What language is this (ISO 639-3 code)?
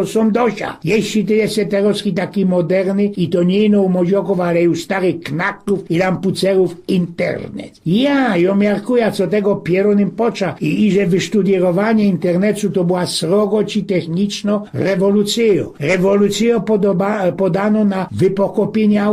szl